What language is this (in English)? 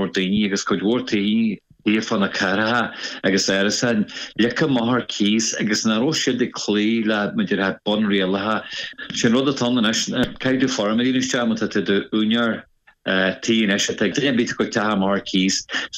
Irish